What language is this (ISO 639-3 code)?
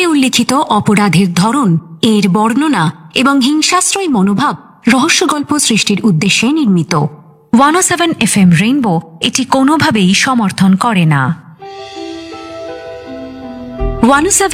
ben